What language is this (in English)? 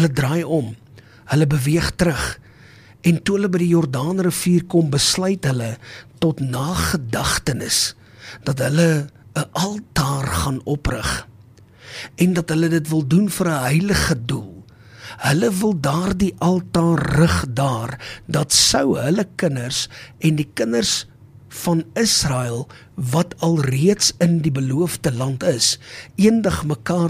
Afrikaans